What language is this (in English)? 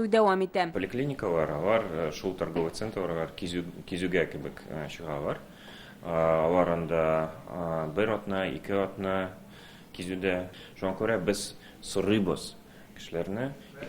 Tatar